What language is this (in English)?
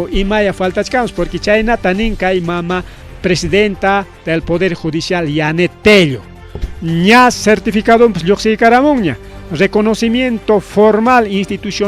Ayacucho Quechua